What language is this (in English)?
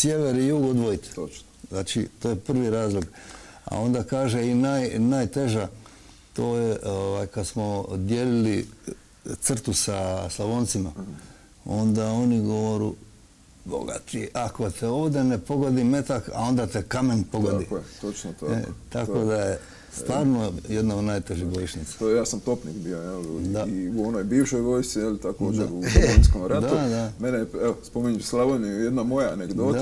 Croatian